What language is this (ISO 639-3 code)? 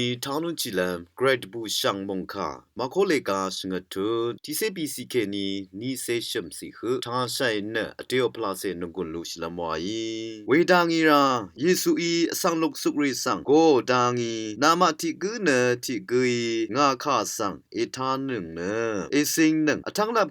raw